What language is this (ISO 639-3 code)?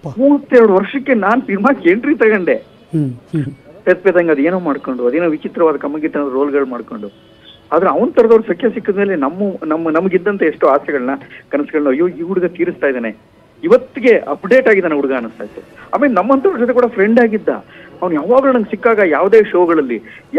kan